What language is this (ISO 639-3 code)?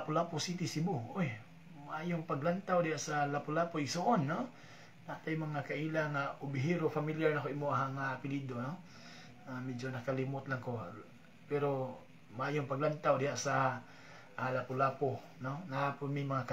ceb